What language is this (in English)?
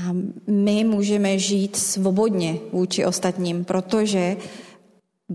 Czech